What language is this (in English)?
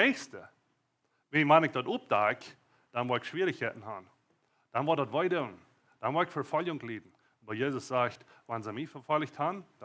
Plautdietsch